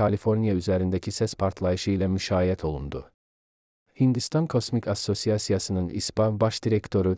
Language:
Azerbaijani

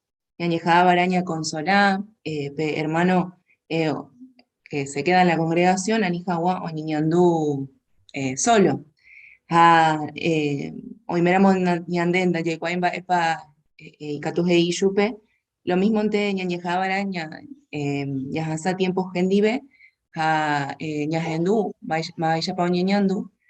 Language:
Guarani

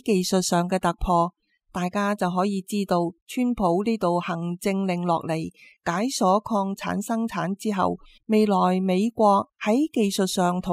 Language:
Cantonese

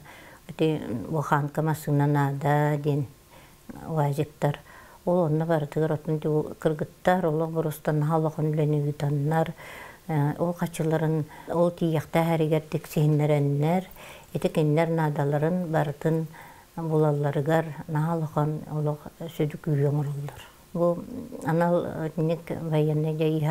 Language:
Yakut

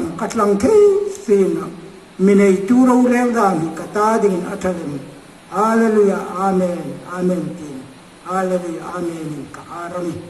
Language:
Hmar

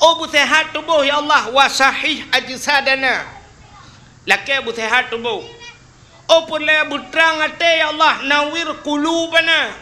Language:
Achinese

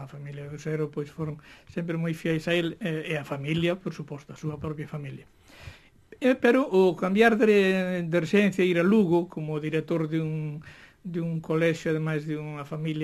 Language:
Galician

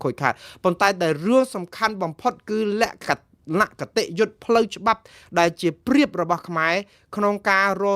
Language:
Khmer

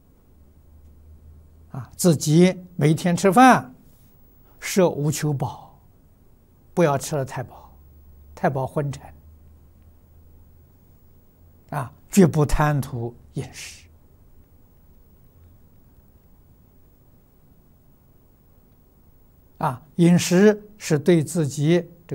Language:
Chinese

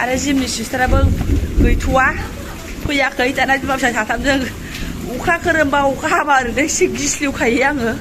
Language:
Bodo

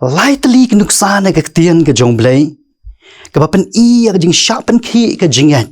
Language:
Khasi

